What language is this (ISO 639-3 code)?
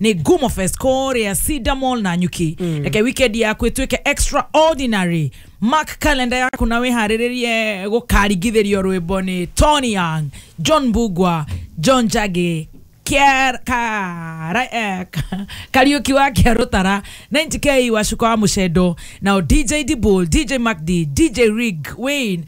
kik